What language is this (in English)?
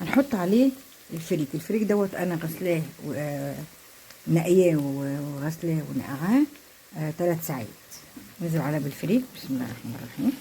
Egyptian Arabic